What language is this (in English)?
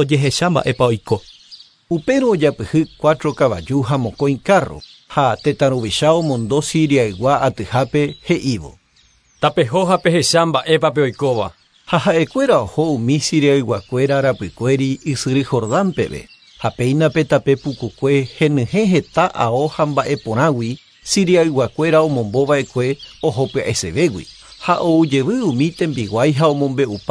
Guarani